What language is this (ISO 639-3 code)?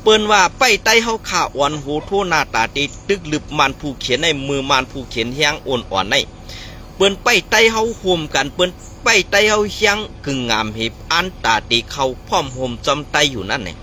shn